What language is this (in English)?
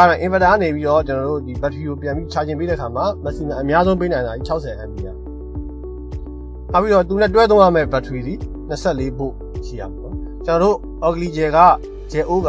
Burmese